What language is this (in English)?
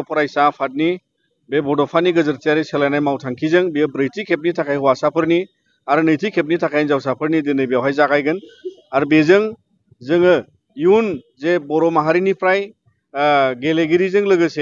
Bodo